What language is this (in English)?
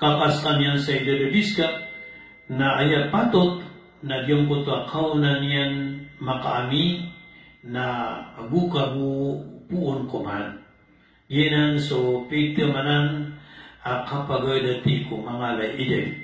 Maranao